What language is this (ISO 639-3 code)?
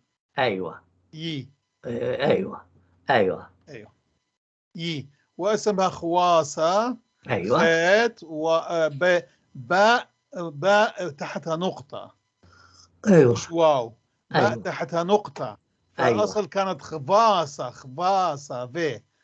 apc